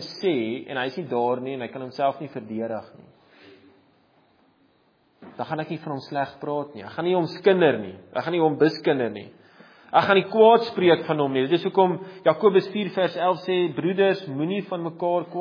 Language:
Afrikaans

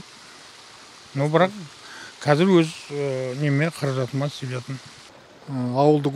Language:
Kazakh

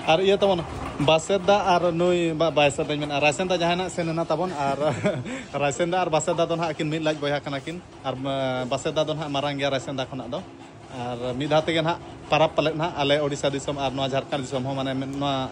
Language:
Santali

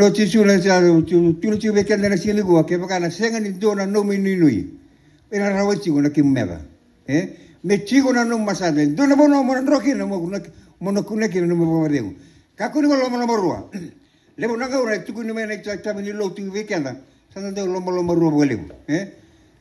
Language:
Fijian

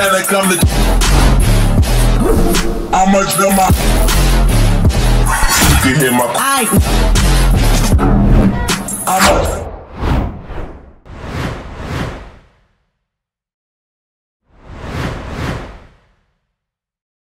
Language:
Polish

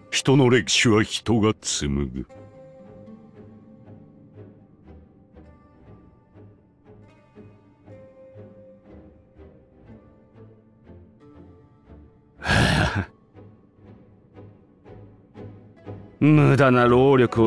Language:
Japanese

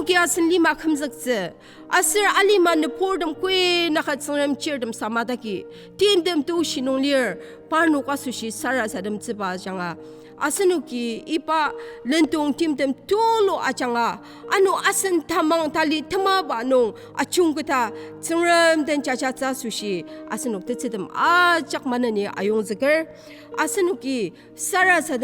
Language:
Ao Naga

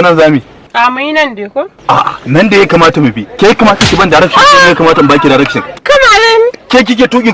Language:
Hausa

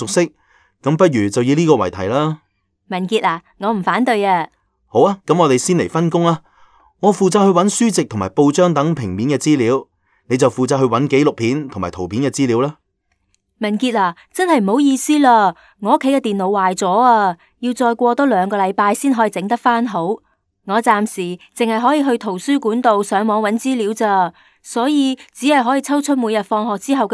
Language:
Cantonese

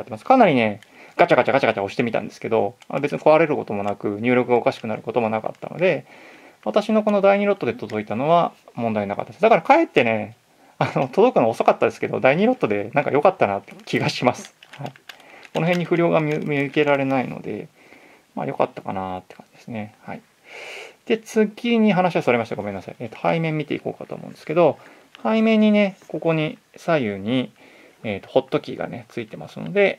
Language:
Japanese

